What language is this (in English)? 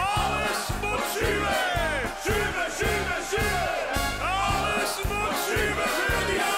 Limburgish